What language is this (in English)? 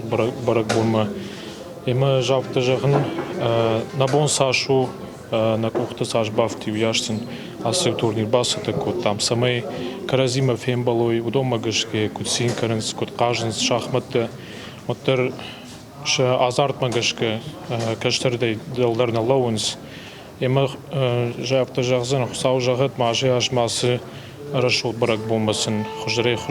Ossetic